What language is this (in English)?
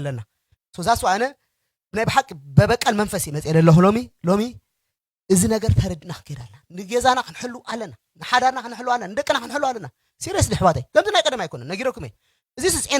Tigrinya